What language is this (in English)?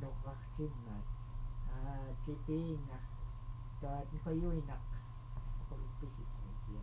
Central Yupik